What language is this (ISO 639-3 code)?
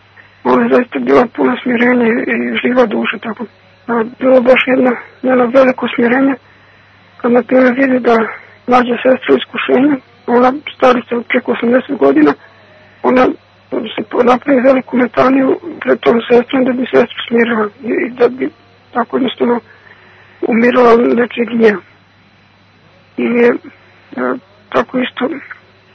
srp